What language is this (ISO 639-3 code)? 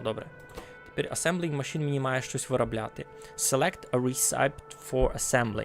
rue